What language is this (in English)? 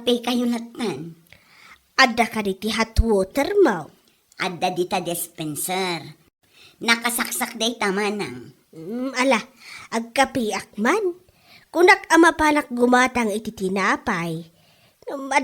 Iloko